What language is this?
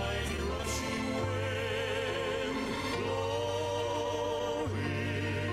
Gilbertese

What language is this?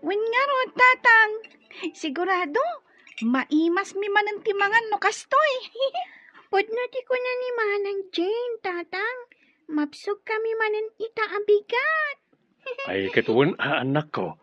Iloko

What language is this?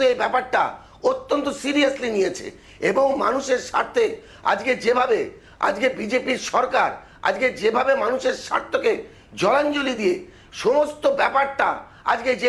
Bangla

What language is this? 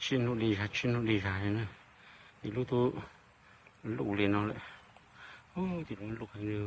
Hmong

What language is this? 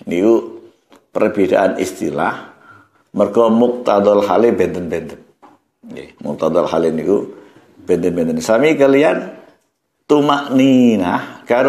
Javanese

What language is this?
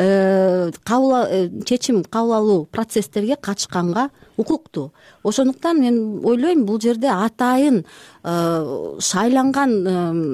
Kyrgyz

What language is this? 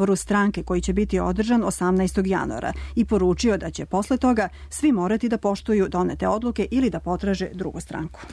Serbian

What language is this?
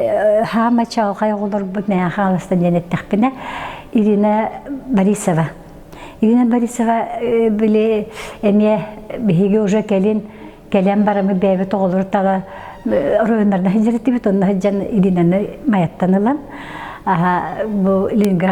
Yakut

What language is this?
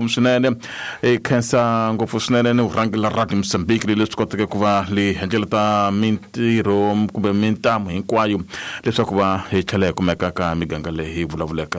Tsonga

